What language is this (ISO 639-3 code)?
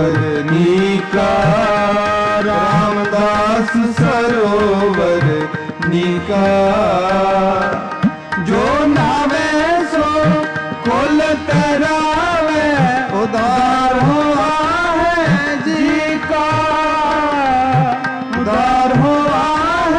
pan